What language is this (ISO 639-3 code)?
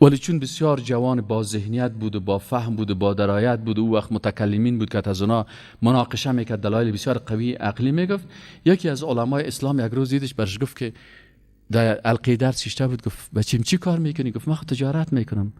fas